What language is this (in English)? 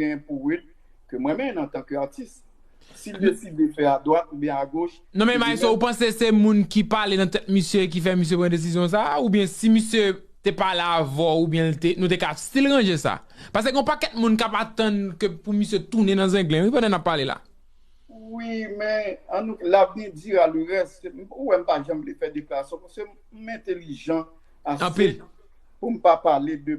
Haitian Creole